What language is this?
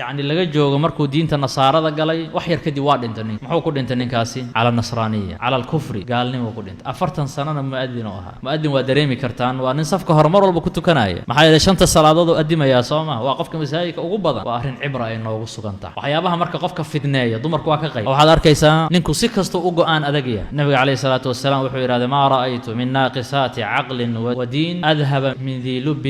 Somali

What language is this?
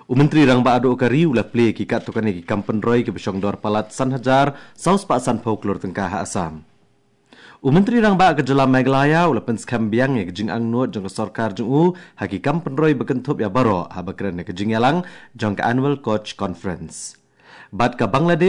Khasi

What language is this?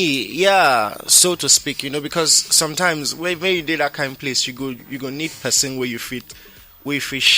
Nigerian Pidgin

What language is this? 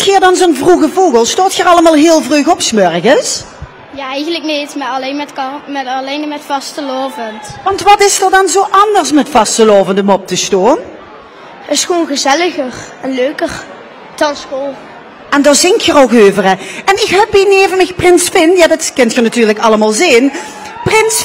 Limburgish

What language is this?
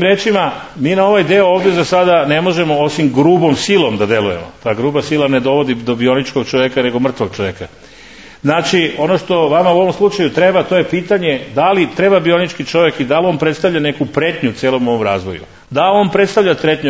Serbian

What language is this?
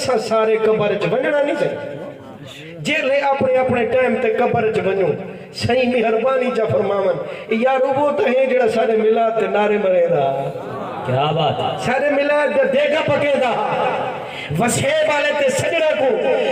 Saraiki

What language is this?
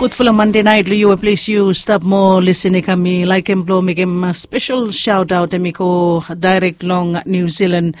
Bislama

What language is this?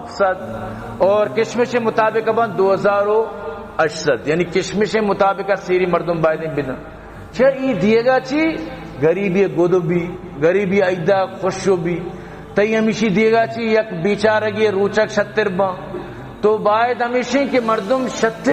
Eastern Balochi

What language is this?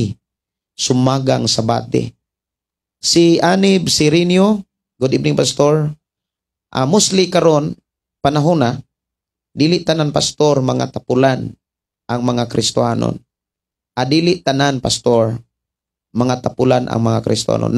Cebuano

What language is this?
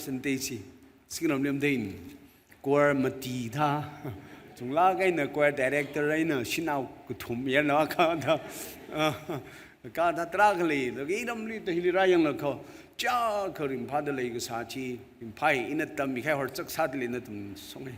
Tangkhul Naga (India)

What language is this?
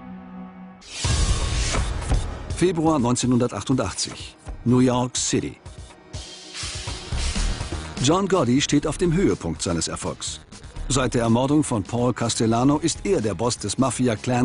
German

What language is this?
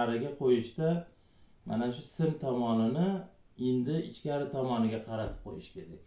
Uzbek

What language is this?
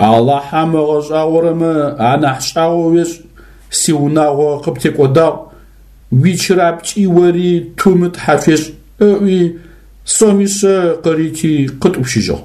Adyghe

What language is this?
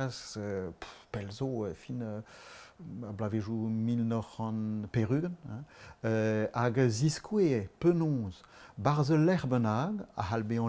Breton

